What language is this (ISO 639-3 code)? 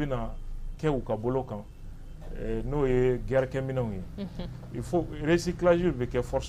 bam